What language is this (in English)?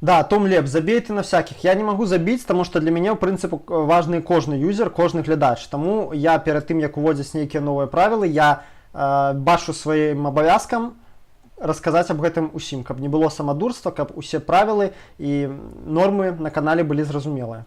Belarusian